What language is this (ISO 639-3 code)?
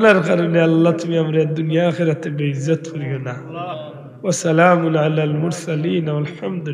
syl